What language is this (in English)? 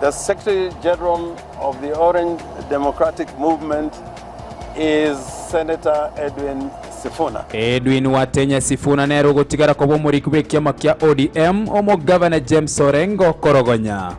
Gusii